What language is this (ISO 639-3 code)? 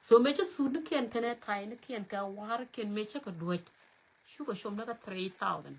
nus